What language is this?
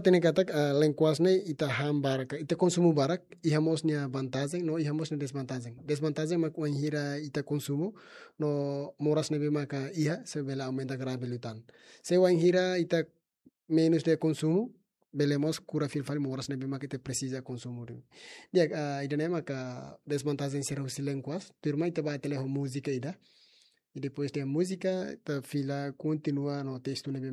Tetum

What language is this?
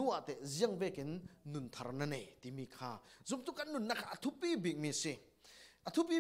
Falam Chin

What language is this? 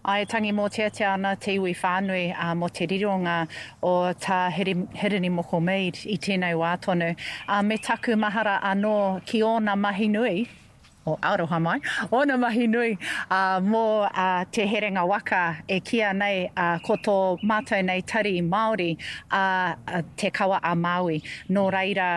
Māori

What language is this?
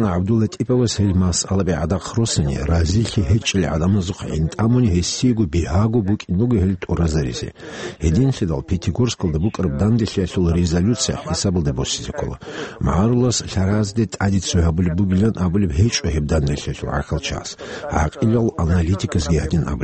Avaric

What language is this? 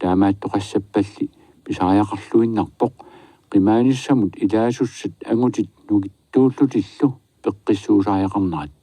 Kalaallisut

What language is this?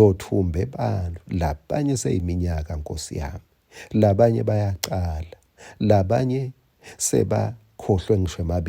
Swati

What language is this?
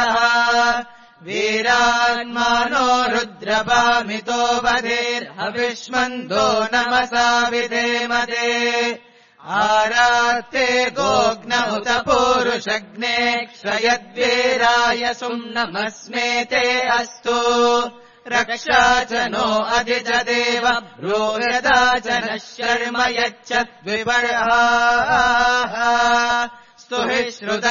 Sanskrit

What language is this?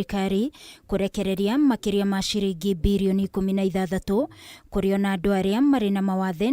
Kikuyu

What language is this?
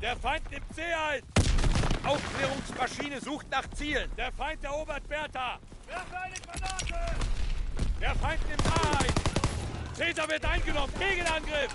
Swiss German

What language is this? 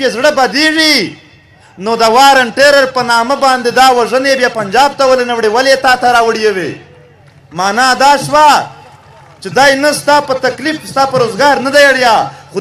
Pashto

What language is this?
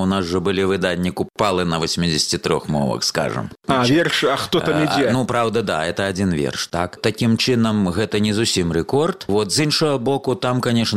Belarusian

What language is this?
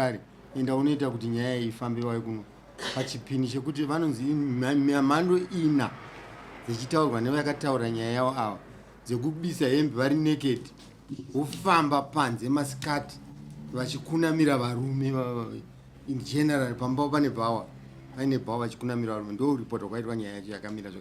Shona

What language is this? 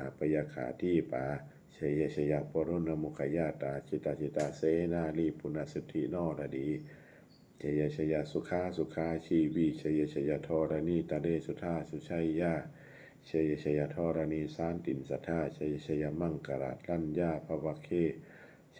Pali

